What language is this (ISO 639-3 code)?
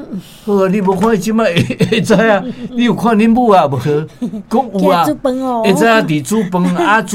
nan